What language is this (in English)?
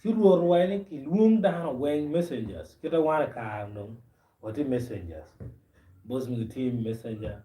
Acoli